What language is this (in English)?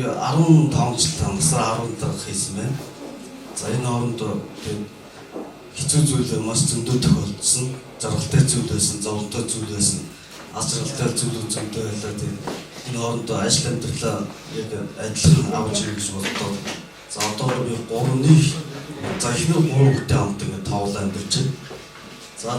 Mongolian